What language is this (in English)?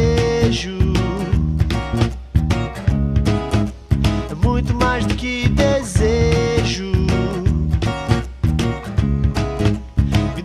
Portuguese